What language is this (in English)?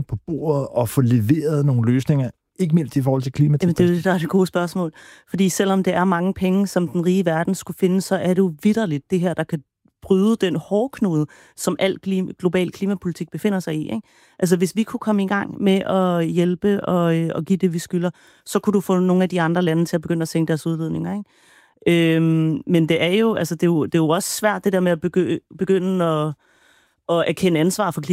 Danish